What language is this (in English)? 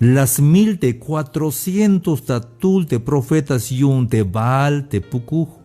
Tzeltal